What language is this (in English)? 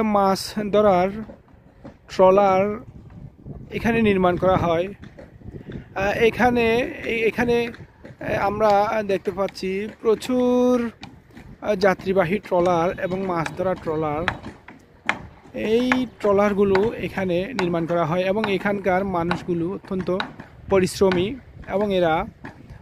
Bangla